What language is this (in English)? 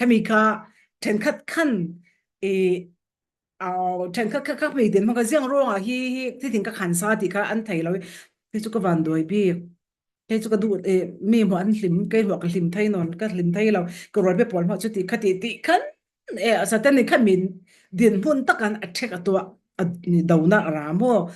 Falam Chin